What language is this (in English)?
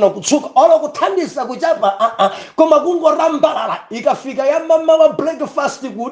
Nyanja